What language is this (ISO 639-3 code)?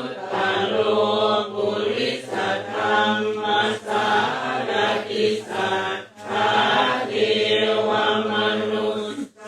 pli